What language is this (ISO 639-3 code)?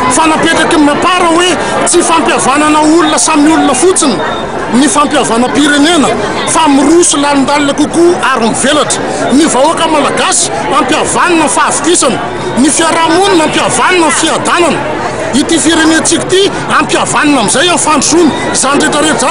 mlg